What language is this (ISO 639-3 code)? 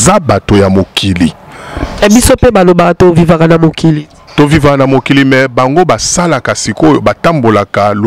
lin